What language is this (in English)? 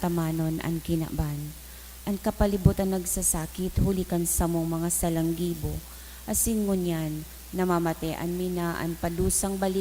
Bikol